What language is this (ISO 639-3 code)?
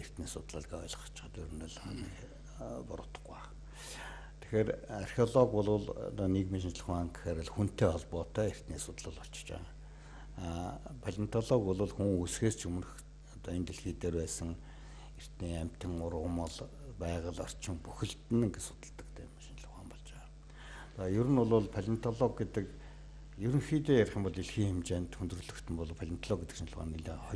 mon